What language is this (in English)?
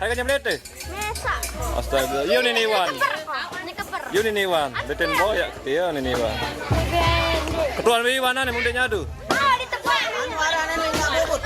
Sasak